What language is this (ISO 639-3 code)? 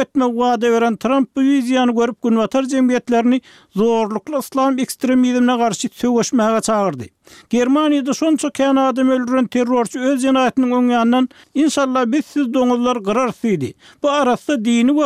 tuk